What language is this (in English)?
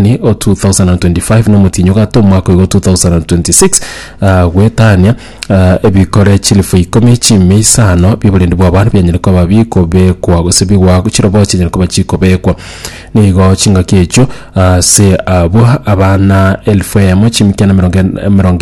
Gusii